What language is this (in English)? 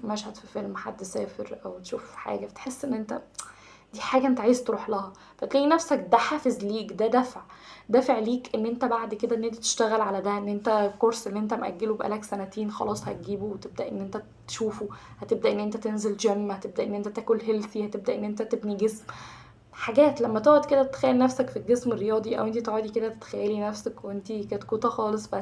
Egyptian Arabic